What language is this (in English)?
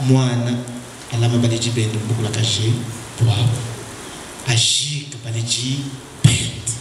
Luba-Lulua